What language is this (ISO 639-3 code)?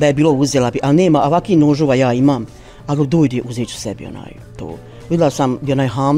bos